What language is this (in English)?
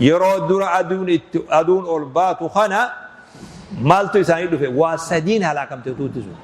Oromo